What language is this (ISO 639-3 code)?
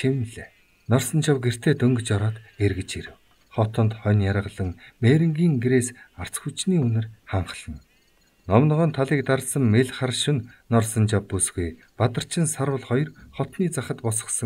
mon